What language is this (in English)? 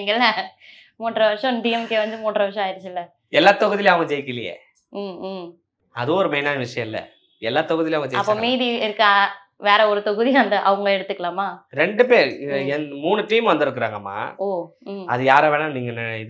Tamil